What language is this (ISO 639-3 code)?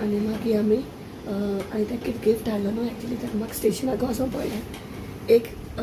kok